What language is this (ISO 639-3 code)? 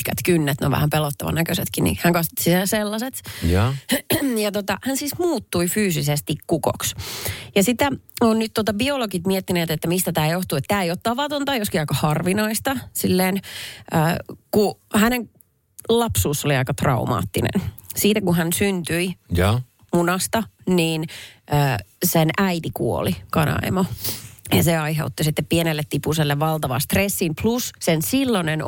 fin